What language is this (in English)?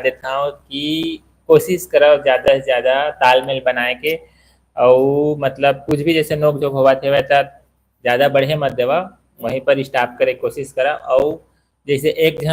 Chhattisgarhi